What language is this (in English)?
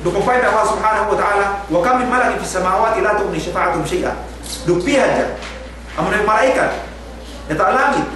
Yakan